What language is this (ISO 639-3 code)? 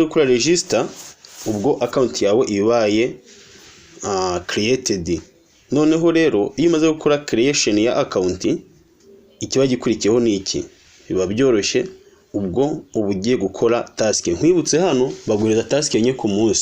kin